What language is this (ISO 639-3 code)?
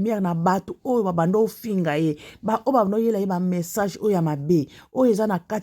lin